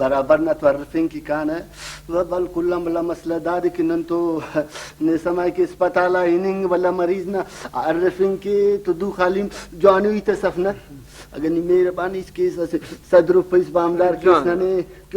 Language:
Brahui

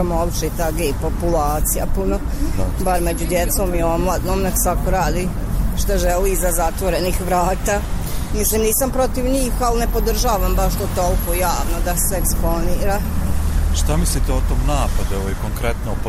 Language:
Bosnian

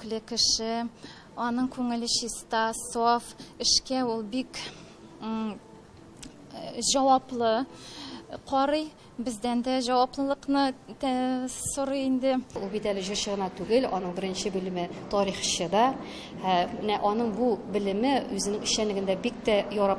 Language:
Tatar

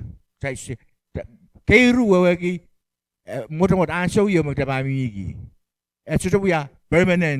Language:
Pohnpeian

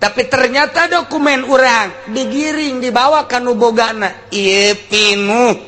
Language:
Sundanese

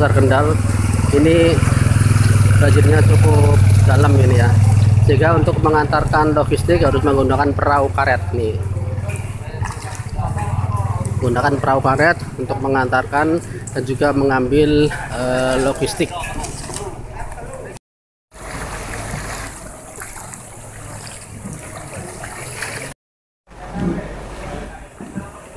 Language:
Indonesian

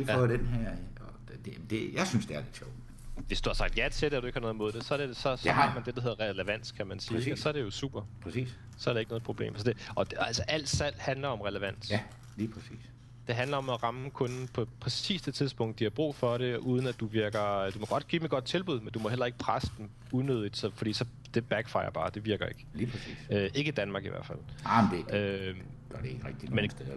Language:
Danish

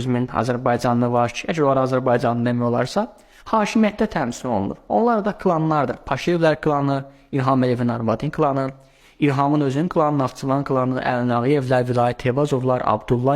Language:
Azerbaijani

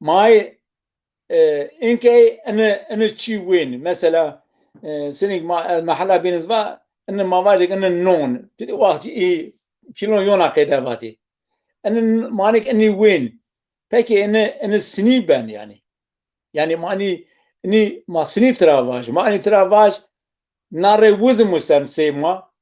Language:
Zaza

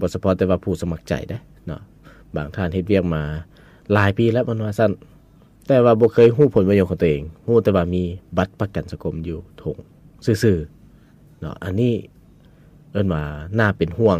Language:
Lao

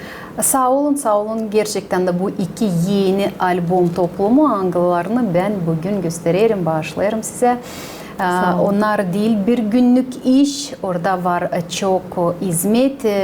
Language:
Gagauz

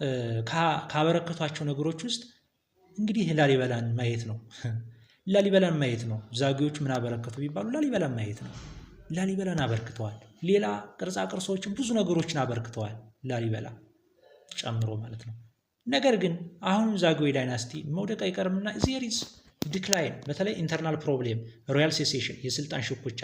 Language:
Amharic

